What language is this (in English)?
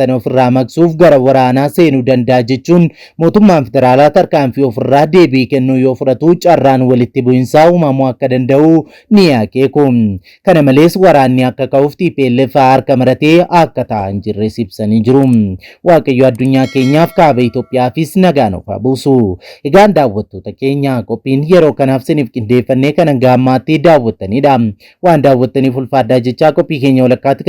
Oromo